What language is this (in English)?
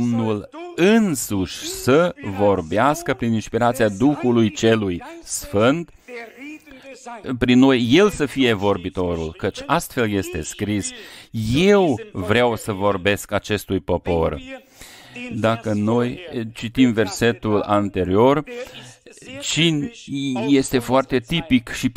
Romanian